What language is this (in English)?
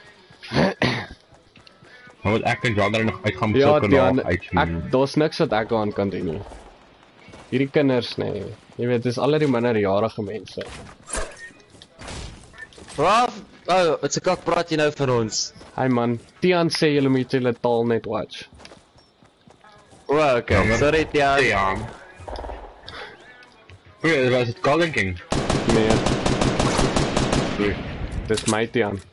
Afrikaans